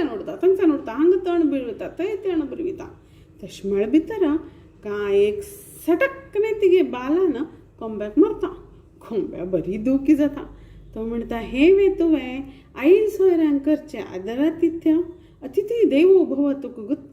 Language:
Konkani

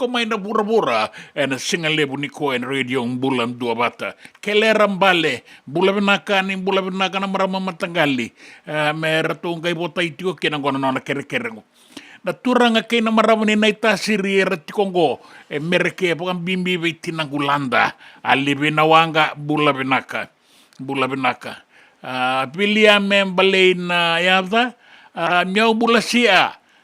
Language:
Fijian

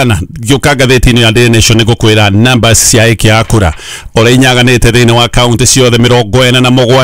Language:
Kikuyu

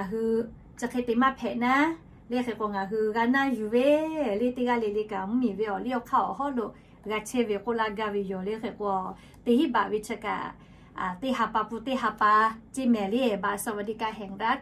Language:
Lahu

